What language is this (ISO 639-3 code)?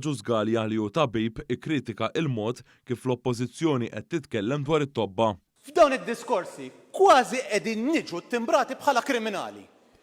mlt